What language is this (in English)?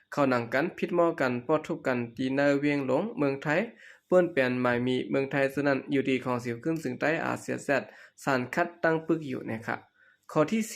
Shan